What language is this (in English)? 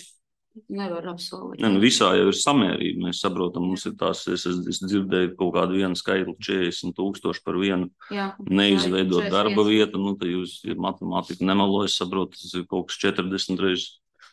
Latvian